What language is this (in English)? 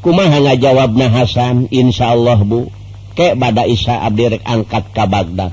Sundanese